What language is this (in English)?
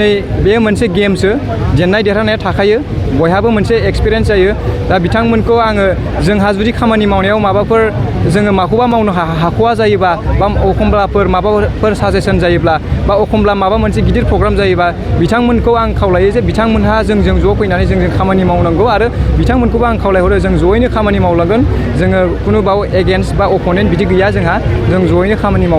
Bodo